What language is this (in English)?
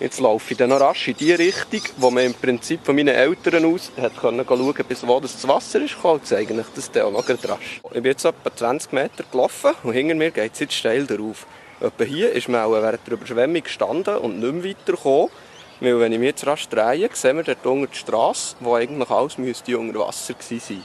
Swiss German